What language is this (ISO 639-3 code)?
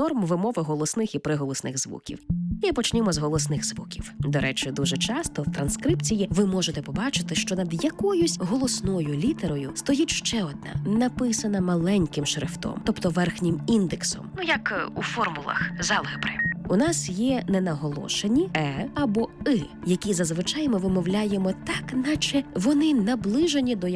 ukr